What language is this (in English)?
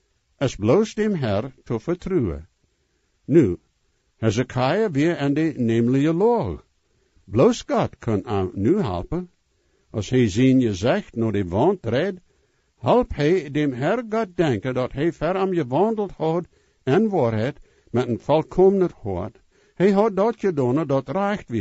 Plautdietsch